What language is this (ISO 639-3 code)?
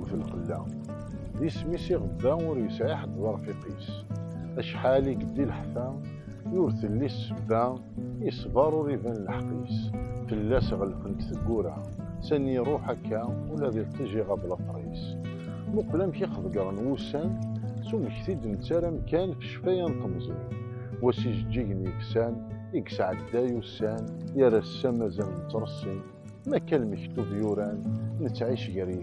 kab